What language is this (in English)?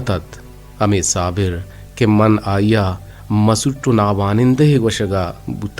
Eastern Balochi